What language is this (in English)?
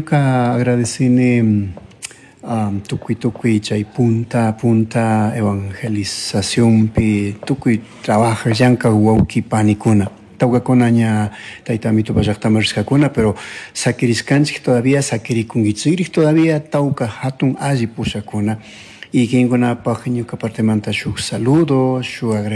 Chimborazo Highland Quichua